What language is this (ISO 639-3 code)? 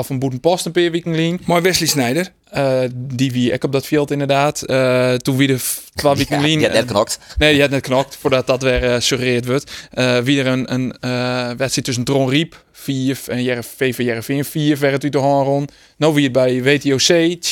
fry